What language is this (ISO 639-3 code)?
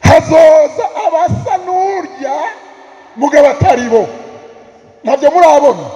run